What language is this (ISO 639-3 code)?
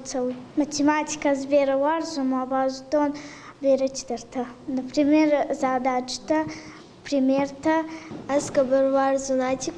oss